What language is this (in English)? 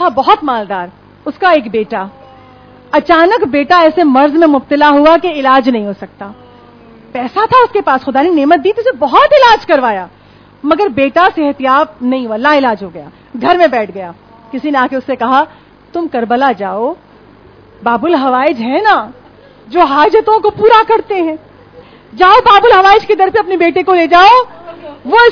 Urdu